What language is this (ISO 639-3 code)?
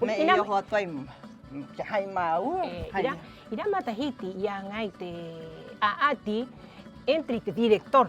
rap